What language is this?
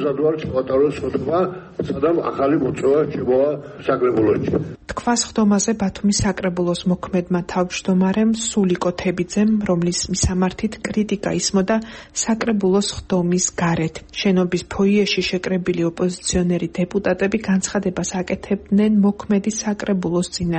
Georgian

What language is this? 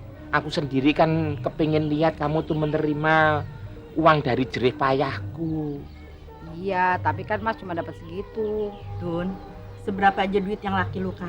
Betawi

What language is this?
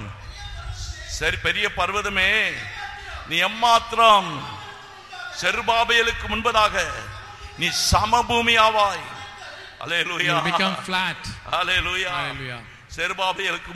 Tamil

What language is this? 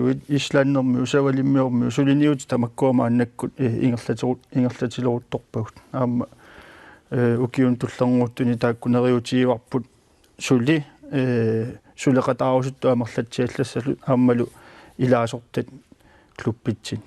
Kalaallisut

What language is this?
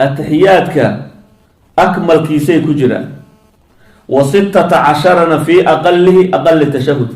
Somali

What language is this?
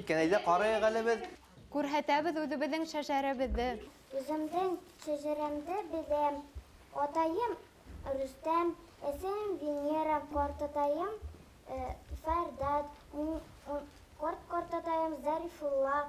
Bashkir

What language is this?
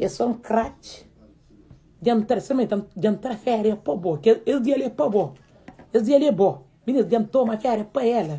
Kabuverdianu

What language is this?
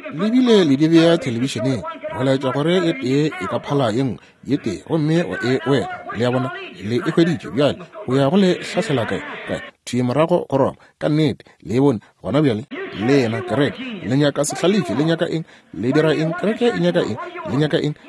Northern Sotho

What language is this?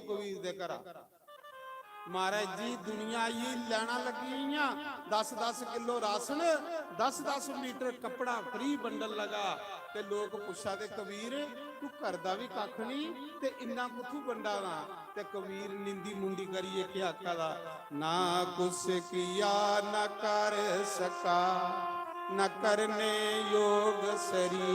Dogri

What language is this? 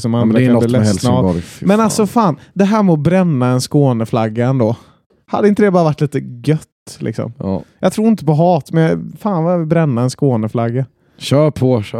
Swedish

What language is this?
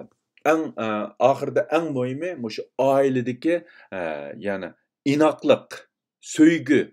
Uyghur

